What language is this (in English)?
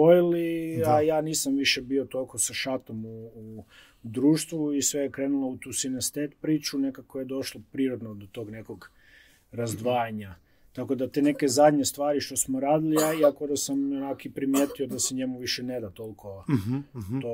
Croatian